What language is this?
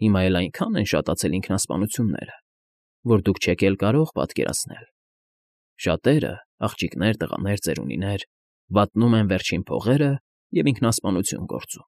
Armenian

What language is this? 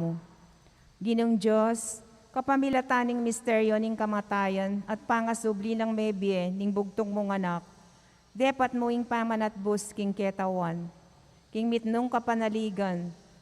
Pampanga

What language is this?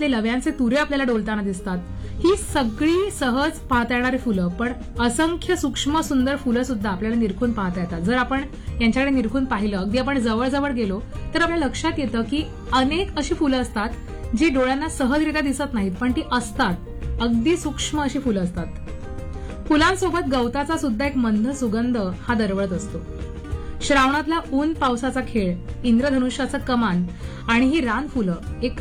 Marathi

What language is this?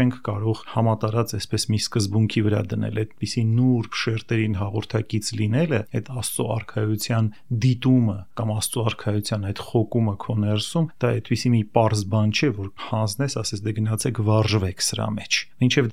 Armenian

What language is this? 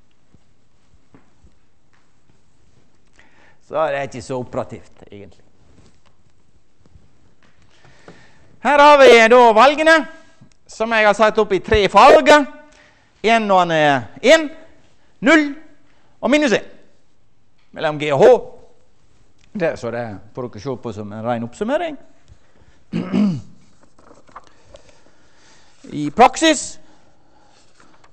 Norwegian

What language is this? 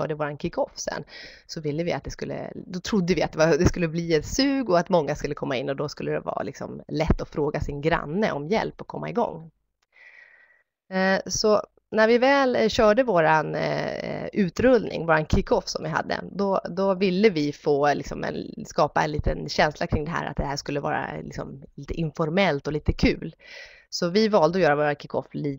Swedish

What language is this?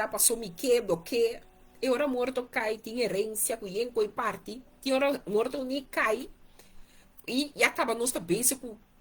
Papiamento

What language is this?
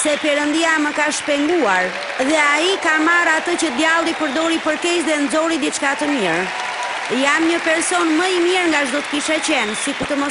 Albanian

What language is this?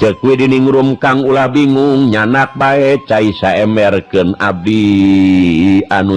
Sundanese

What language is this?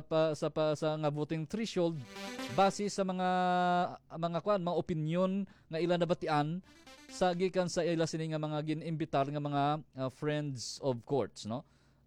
Hiligaynon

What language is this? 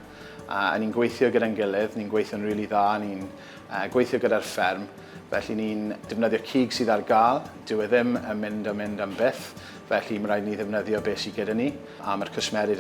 Welsh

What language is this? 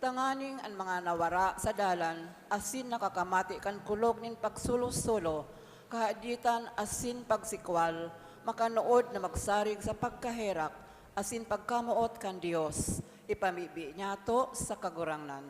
Bikol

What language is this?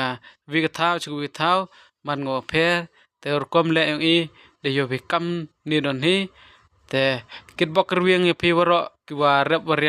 Pnar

